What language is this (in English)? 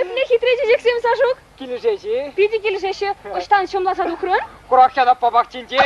Chuvash